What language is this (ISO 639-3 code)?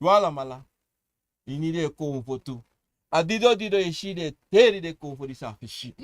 srn